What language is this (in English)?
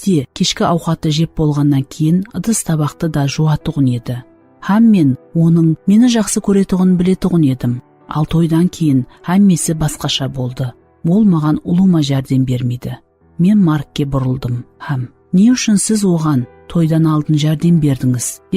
Kara-Kalpak